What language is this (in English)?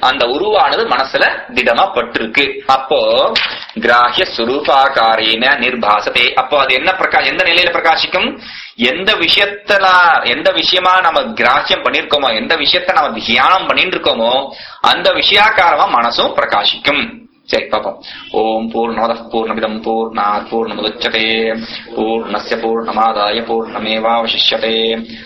Tamil